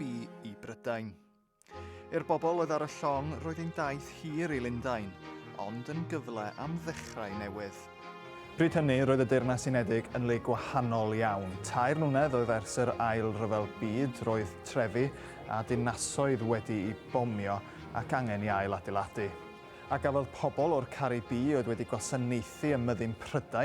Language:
Welsh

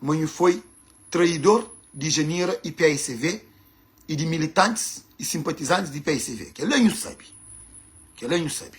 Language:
Kabuverdianu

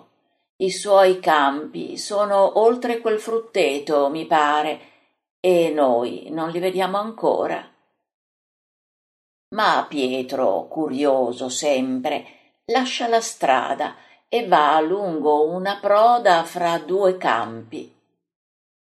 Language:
Italian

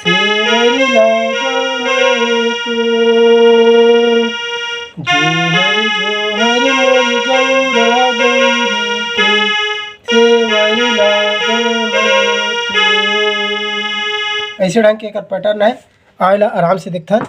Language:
Chhattisgarhi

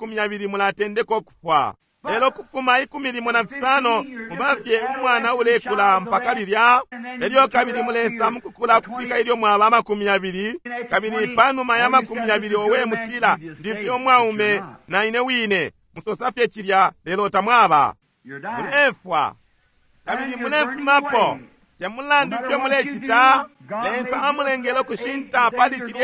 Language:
Bemba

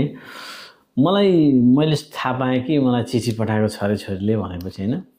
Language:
Nepali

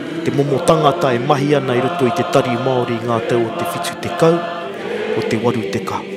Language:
Māori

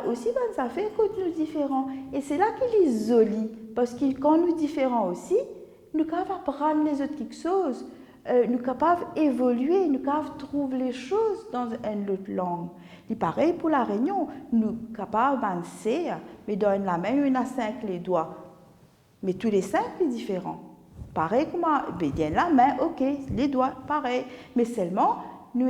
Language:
Morisyen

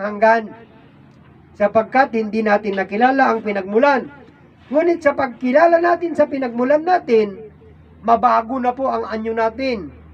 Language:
Filipino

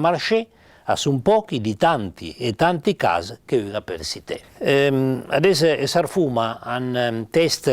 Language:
Piedmontese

